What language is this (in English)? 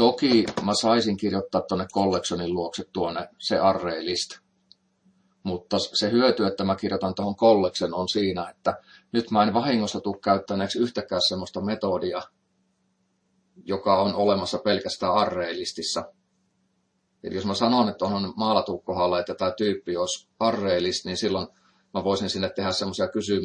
Finnish